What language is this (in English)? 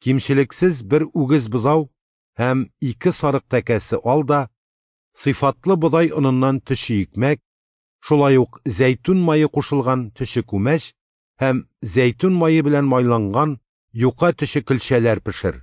Tatar